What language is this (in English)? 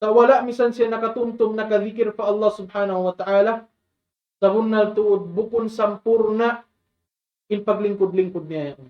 Tausug